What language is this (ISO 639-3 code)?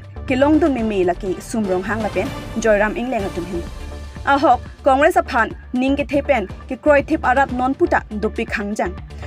mjw